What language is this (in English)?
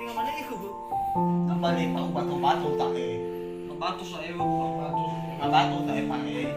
Nias